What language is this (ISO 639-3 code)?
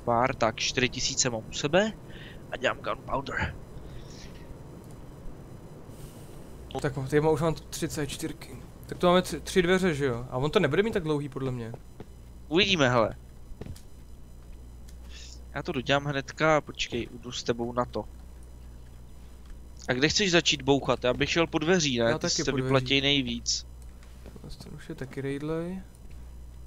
ces